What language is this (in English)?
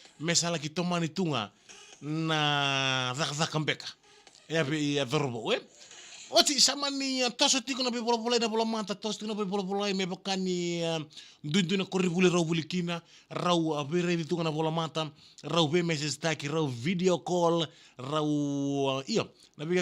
Fijian